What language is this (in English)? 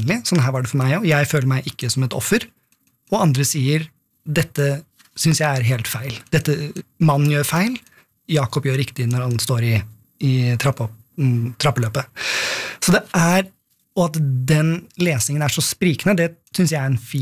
Norwegian